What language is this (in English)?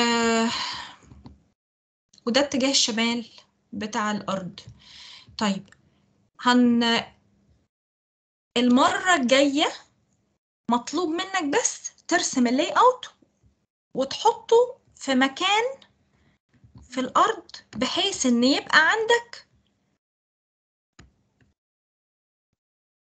Egyptian Arabic